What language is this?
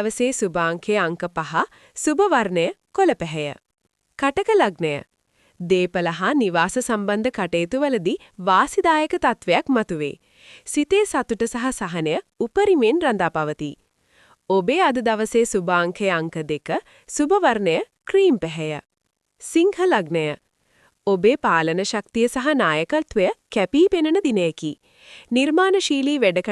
Sinhala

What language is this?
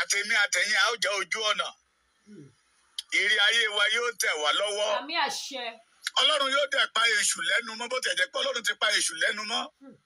Yoruba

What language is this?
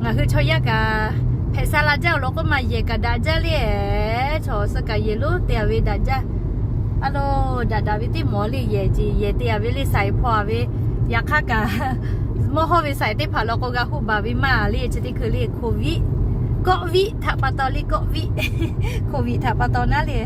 Lahu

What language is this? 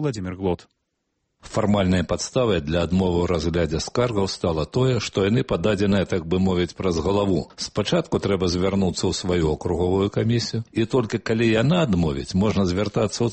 Belarusian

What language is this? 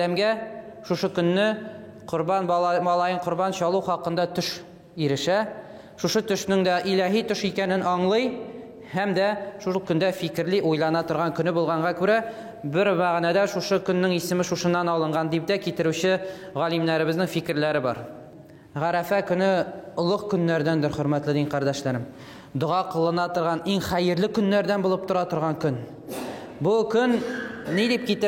Tatar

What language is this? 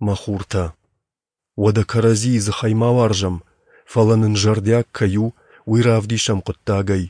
Ossetic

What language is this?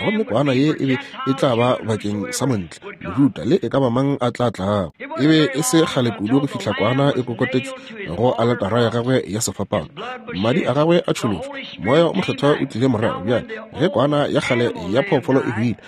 Northern Sotho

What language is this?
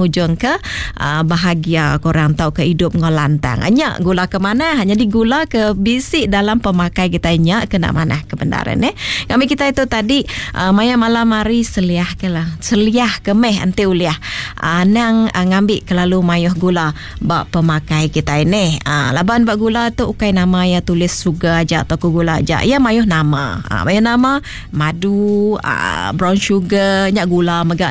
Iban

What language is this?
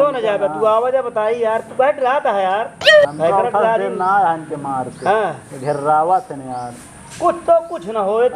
Awadhi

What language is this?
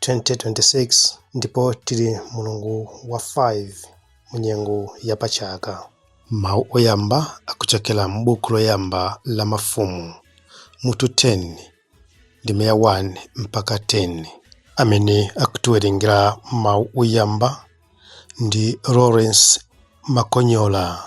Nyanja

